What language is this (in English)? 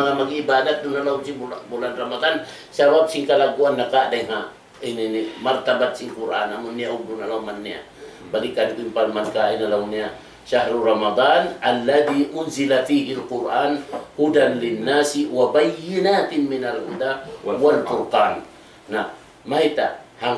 Tausug